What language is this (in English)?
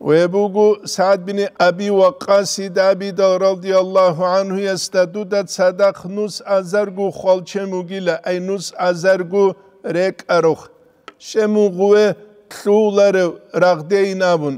Avaric